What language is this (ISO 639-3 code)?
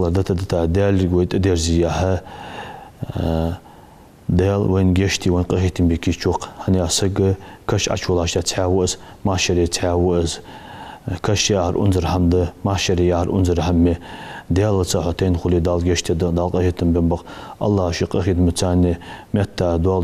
inh